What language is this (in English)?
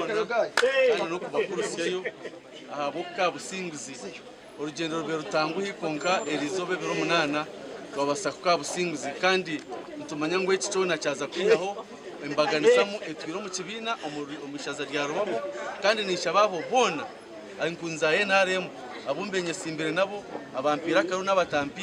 Nyankole